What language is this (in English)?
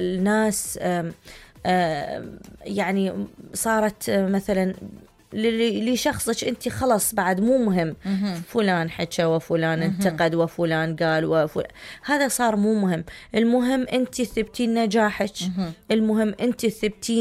Mesopotamian Arabic